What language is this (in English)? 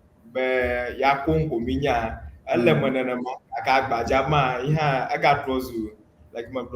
Ewe